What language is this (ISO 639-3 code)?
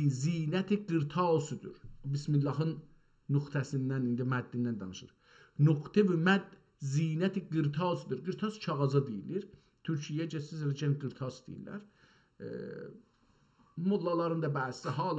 azb